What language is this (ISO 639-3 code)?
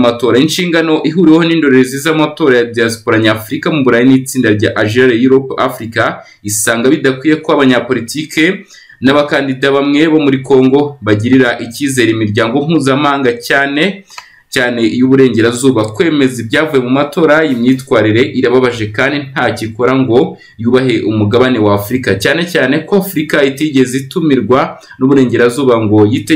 kin